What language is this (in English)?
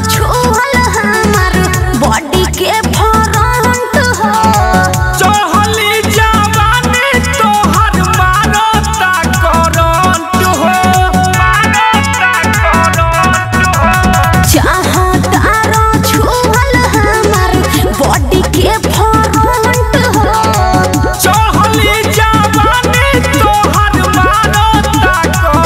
Bhojpuri